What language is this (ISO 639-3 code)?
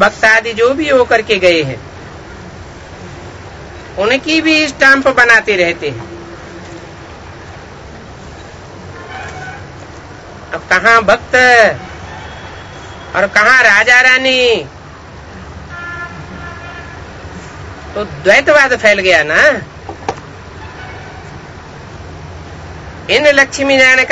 hin